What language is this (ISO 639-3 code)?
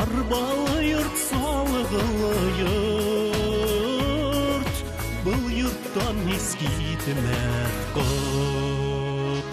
bak